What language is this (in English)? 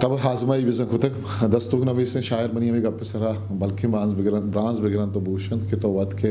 Eastern Balochi